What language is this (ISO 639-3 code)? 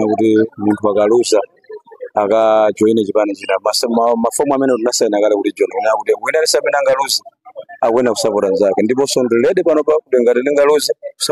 nya